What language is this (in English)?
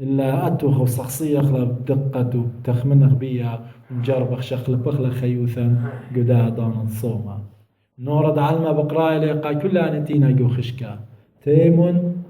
Assyrian Neo-Aramaic